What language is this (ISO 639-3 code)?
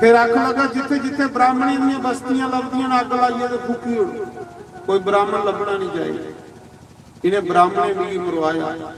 doi